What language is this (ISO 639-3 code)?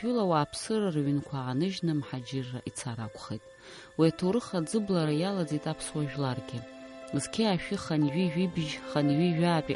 abk